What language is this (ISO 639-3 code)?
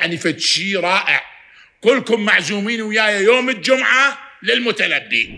acm